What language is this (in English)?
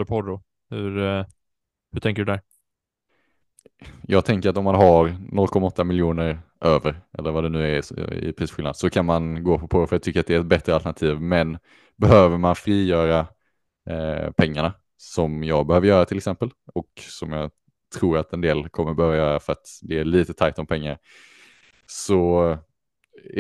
Swedish